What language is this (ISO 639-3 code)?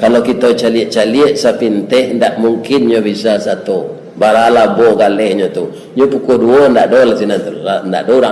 min